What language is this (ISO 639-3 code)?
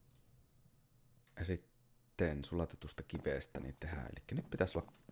fin